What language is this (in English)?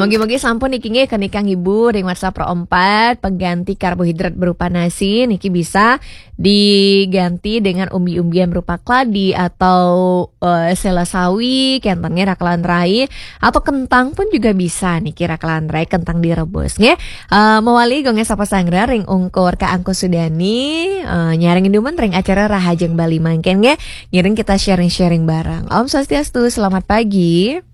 Balinese